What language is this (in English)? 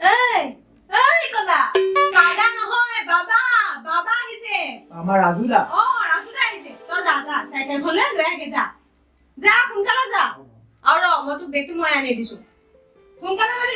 Assamese